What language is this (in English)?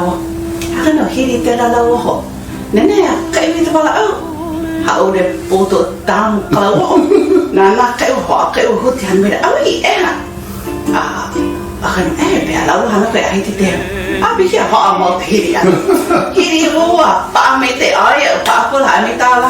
Hawaiian